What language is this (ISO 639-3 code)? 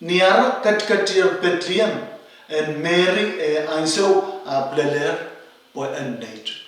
pon